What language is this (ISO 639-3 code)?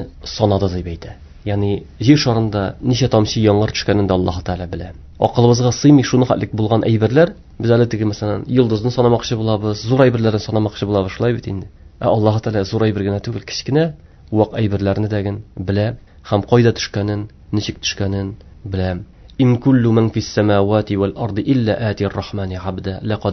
tat